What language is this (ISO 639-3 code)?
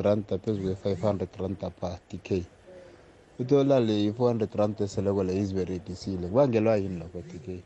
nbl